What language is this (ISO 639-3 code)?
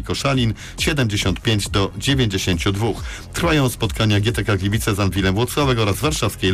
pol